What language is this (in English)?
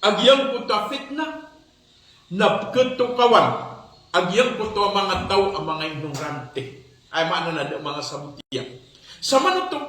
Maranao